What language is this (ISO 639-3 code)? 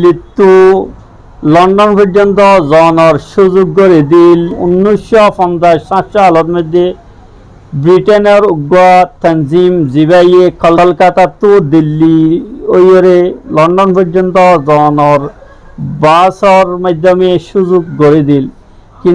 rhg